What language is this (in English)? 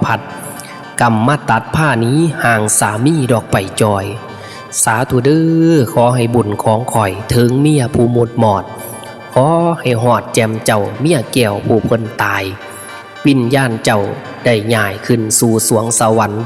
Northeastern Thai